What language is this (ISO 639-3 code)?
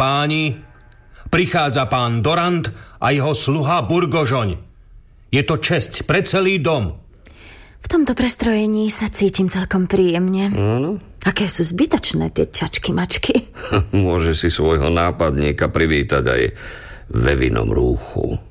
slk